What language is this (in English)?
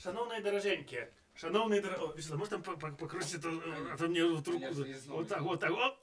Belarusian